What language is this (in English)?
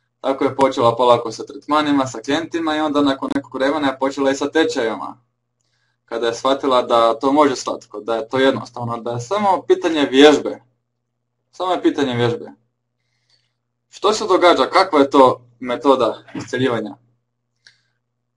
Croatian